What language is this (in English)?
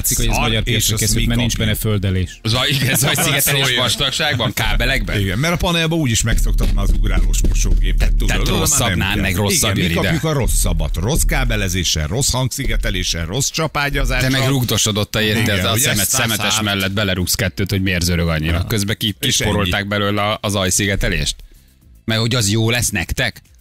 Hungarian